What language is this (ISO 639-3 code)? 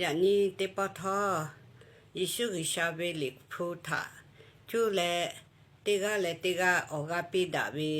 lhu